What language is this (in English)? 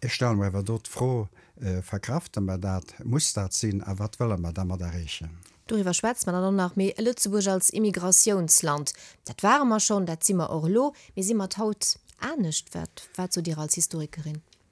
Luxembourgish